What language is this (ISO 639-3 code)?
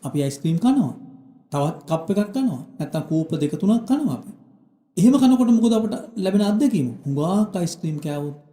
sin